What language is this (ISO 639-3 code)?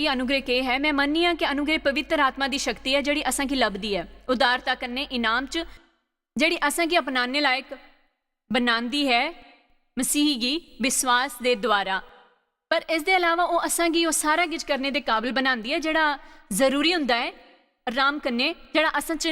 doi